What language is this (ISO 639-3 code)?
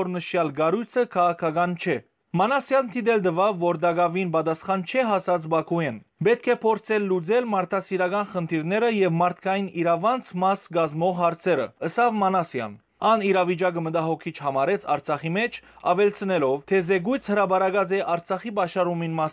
hyw